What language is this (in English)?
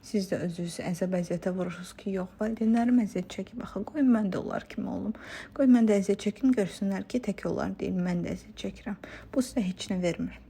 Azerbaijani